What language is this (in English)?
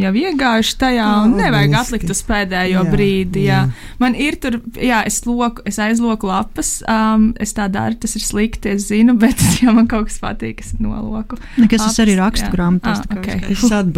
Latvian